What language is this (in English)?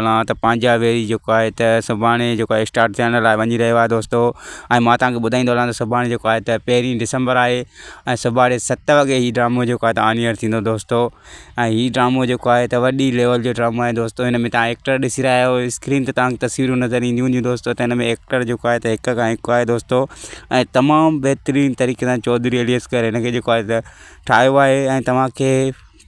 Sindhi